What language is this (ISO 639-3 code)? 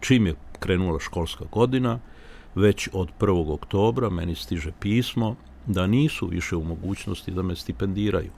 srp